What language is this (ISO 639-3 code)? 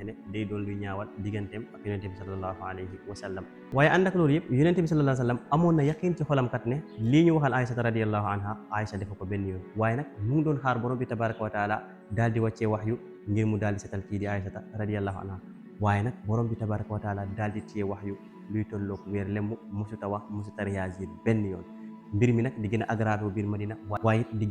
wol